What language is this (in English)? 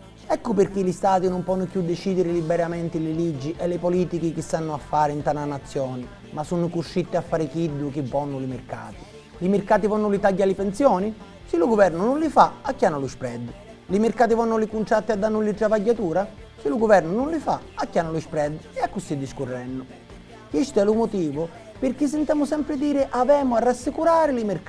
Sicilian